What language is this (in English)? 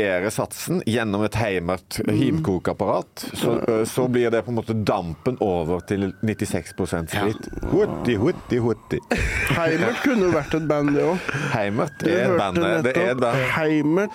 Norwegian